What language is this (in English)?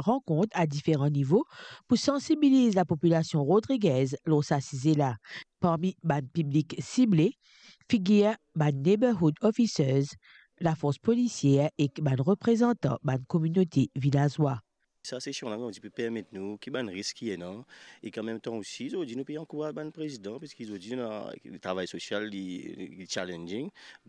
Morisyen